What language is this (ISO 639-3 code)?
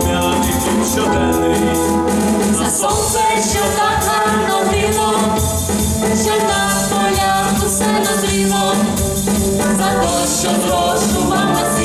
ukr